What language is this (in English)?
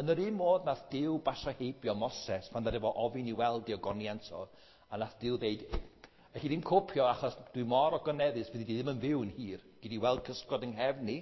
Welsh